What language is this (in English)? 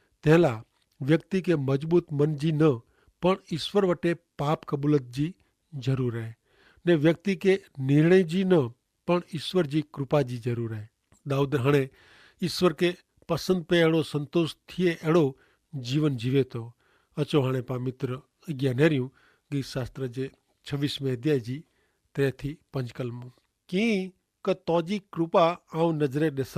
Kachhi